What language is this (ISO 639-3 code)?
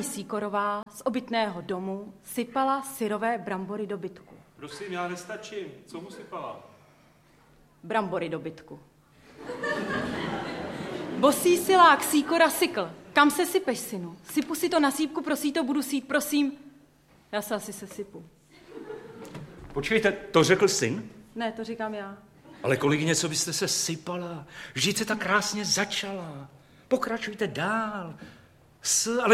ces